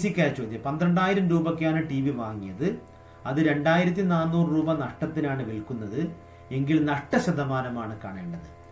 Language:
Malayalam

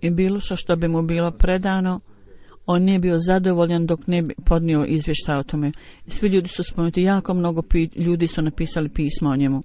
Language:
Bosnian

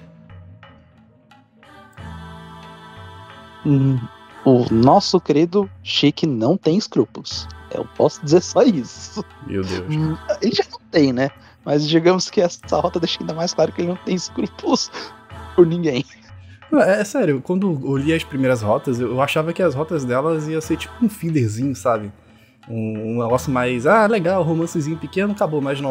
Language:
Portuguese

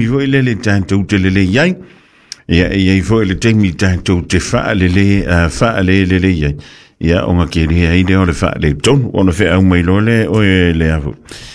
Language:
Samoan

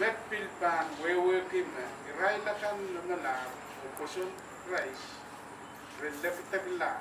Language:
Pohnpeian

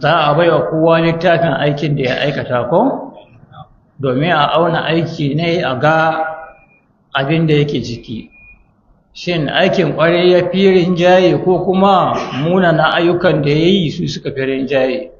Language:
Hausa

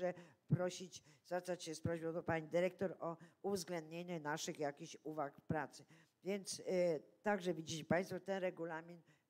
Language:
Polish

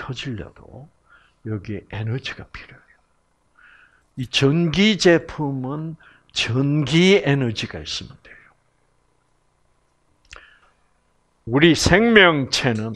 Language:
Korean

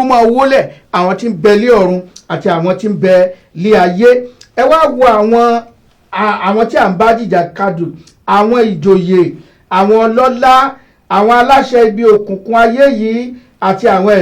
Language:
Yoruba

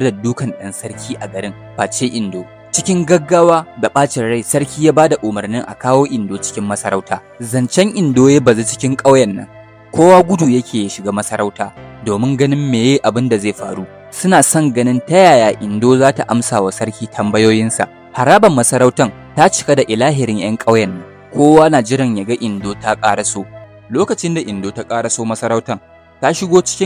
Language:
Hausa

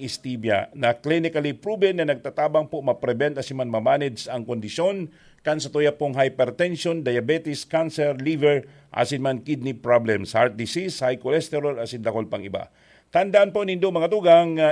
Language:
Bikol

